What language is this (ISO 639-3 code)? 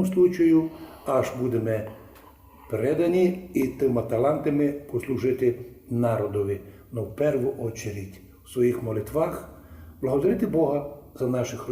rue